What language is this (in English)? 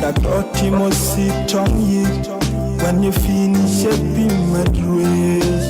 Nuer